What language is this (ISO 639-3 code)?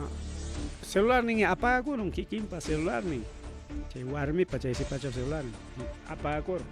quy